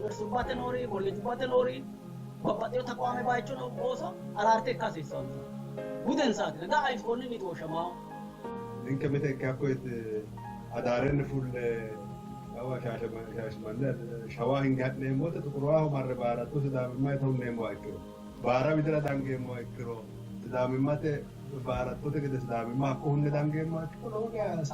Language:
Sidamo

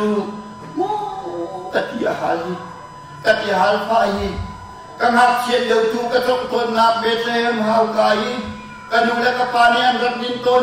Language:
Hakha Chin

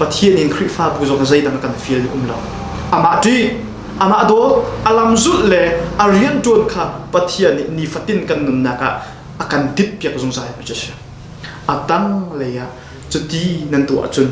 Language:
Hakha Chin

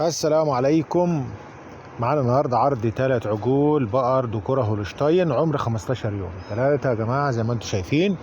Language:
Egyptian Arabic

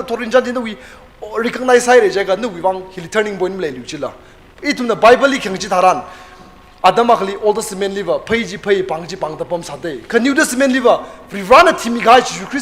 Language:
Tangkhul Naga (India)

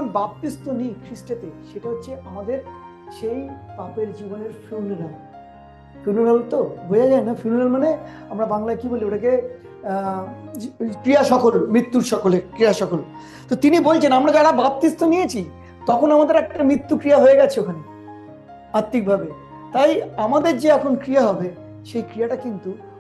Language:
Bangla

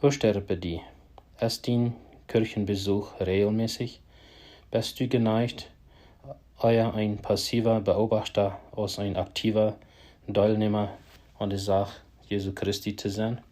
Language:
Plautdietsch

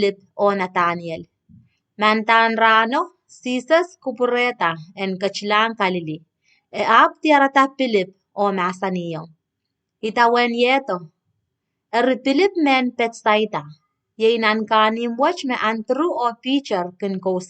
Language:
Pohnpeian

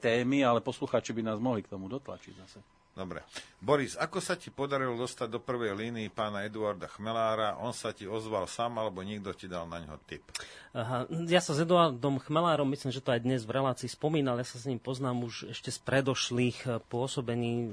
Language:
Slovak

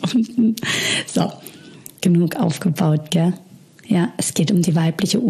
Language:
German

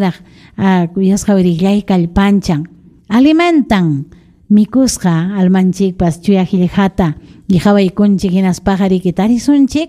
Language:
Ayacucho Quechua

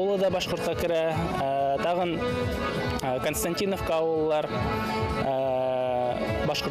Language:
Bashkir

